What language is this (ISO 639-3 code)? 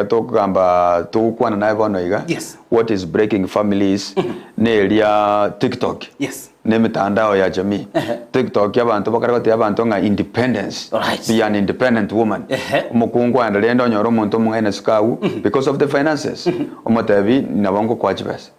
guz